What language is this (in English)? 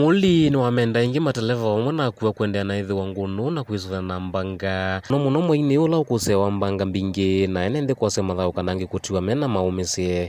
Kamba